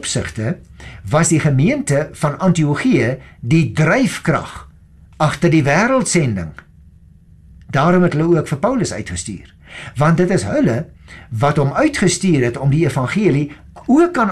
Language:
Afrikaans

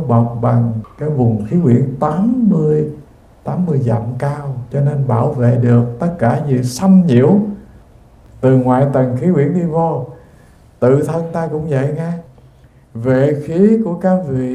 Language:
Vietnamese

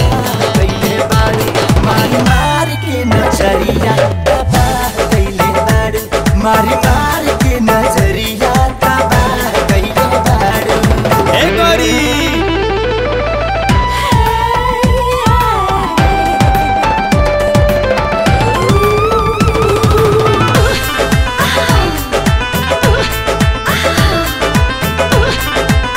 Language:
Bhojpuri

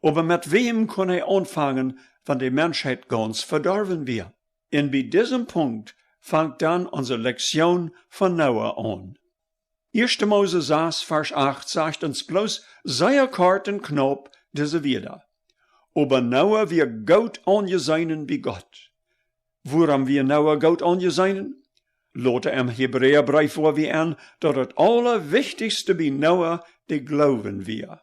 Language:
Plautdietsch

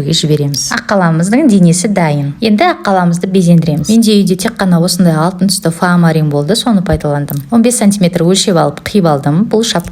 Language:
Kazakh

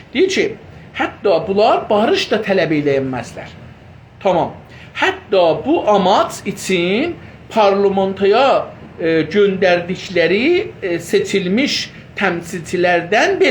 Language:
South Azerbaijani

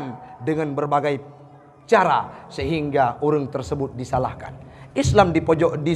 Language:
Achinese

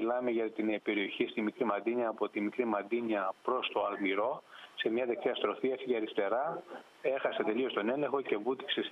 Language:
Greek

